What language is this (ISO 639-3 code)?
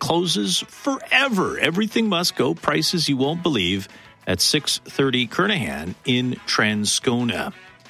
eng